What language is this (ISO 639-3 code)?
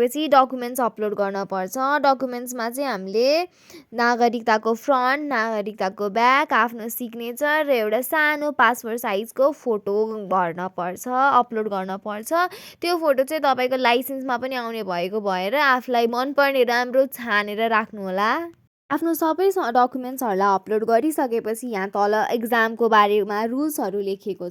nep